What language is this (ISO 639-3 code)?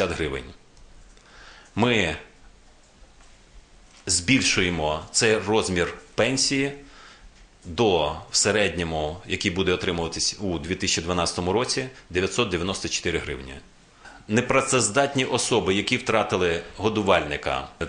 ukr